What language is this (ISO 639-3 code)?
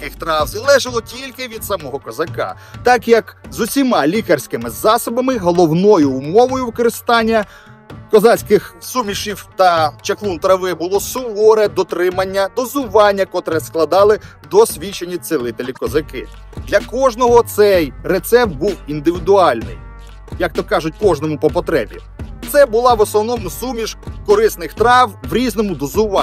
ukr